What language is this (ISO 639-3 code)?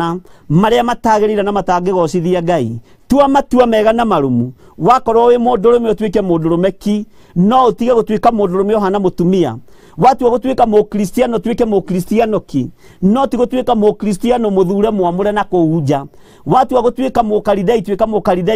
kik